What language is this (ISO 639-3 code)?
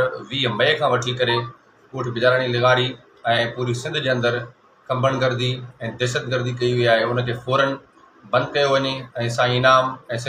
snd